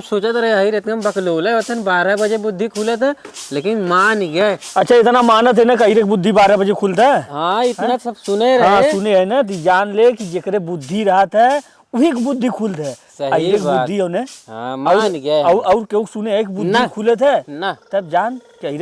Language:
Awadhi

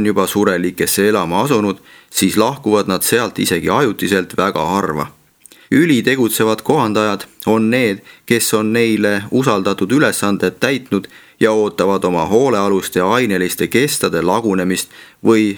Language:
Estonian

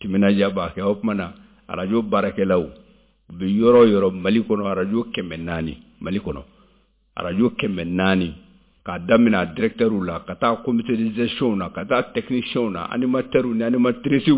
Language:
Bambara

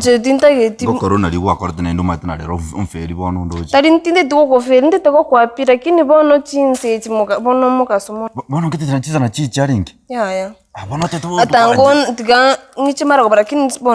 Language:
Gusii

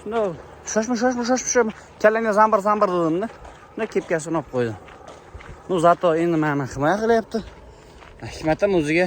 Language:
Uzbek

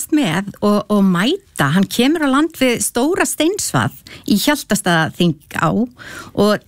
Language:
Icelandic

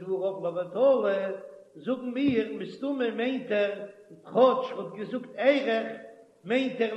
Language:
Yiddish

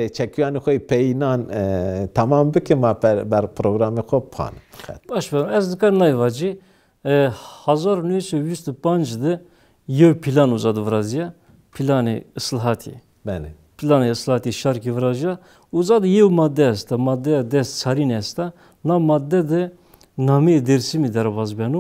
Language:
Zaza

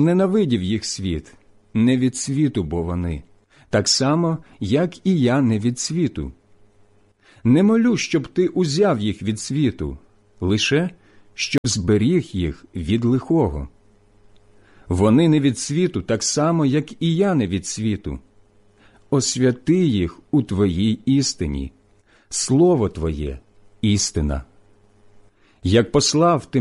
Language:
Ukrainian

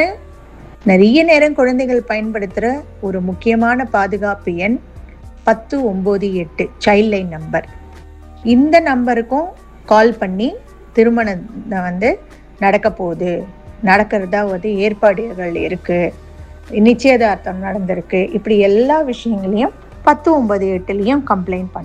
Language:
Tamil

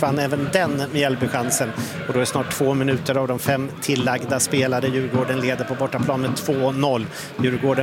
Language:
Swedish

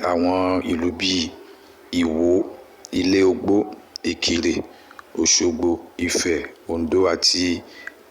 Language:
Yoruba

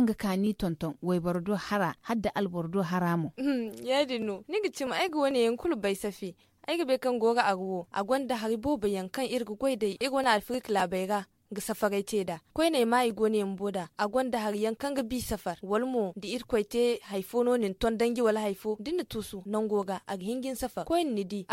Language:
Zarma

